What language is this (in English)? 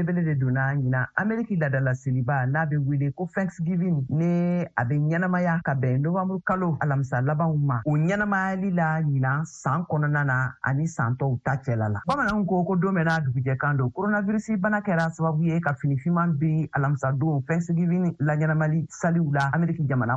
Bambara